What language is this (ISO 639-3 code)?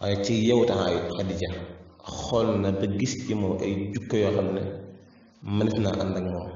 wol